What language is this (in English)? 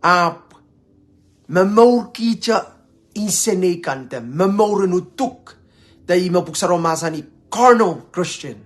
Pohnpeian